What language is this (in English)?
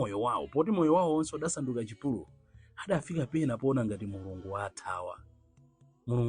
Nyanja